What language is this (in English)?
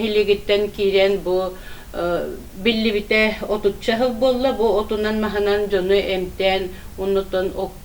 Yakut